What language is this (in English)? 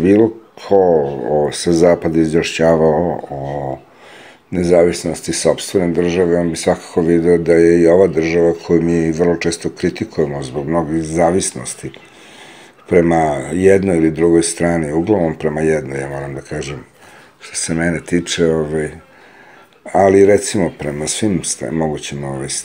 Serbian